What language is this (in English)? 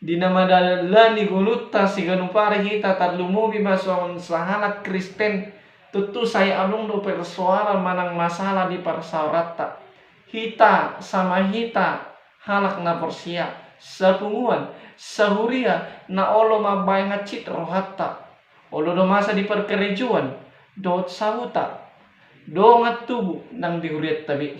Batak Toba